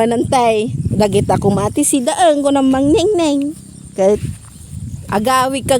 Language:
Iloko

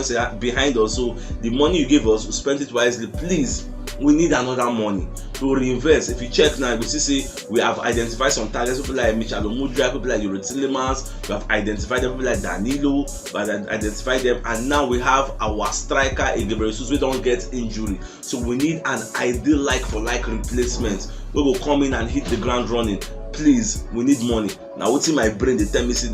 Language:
Nigerian Pidgin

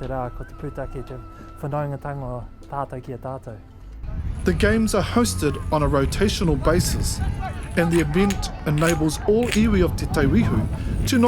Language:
Māori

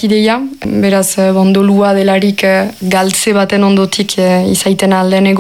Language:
Basque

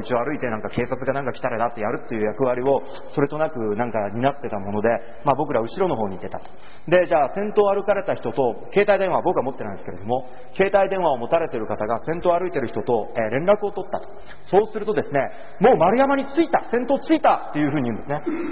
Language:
Japanese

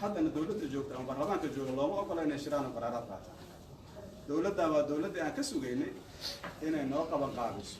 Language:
Somali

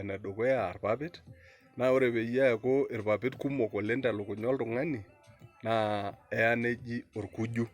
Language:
Masai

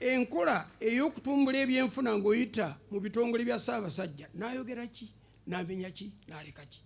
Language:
Ganda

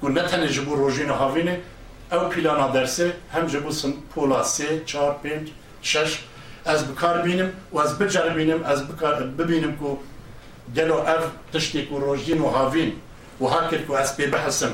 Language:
Kurdish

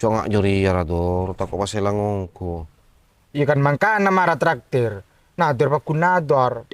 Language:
Madurese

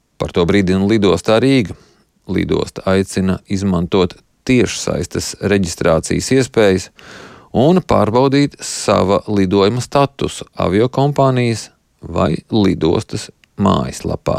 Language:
Latvian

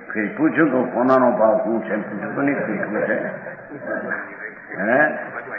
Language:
Gujarati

